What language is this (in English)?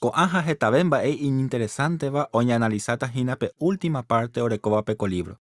Guarani